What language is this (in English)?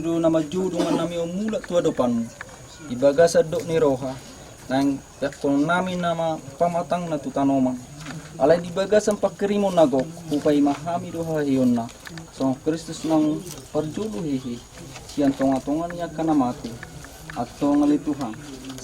Batak Toba